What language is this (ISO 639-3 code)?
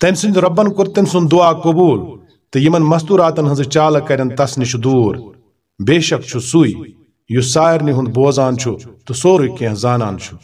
kas